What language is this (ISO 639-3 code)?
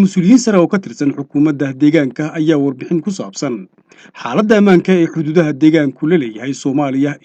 som